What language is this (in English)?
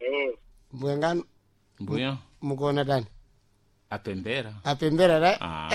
Sena